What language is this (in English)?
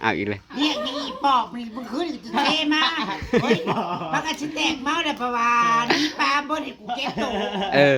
Northeastern Thai